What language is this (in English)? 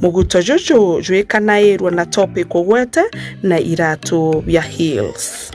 Meru